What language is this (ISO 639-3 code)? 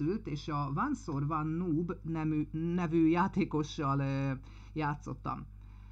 hun